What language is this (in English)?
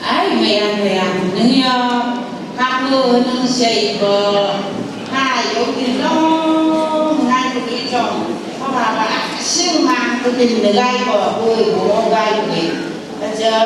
Phom Naga